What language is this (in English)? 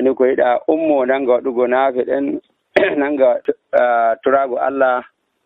Nigerian Fulfulde